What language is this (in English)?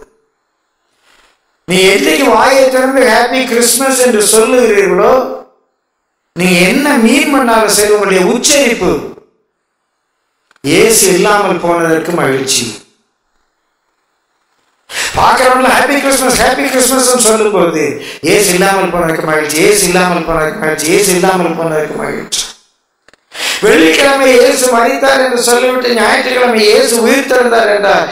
Tamil